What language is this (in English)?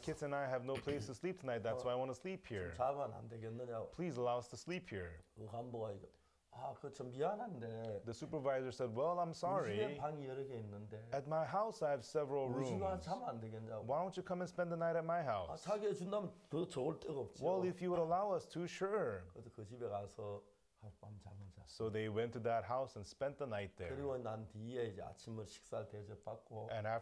Korean